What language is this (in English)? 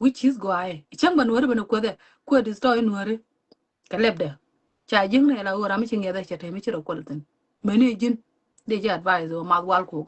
Nuer